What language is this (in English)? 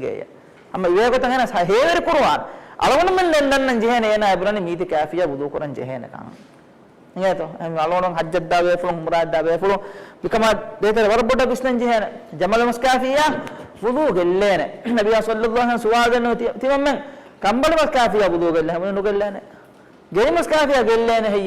Divehi